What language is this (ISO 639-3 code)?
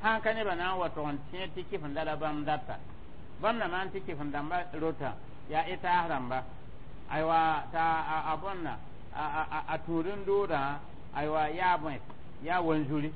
mos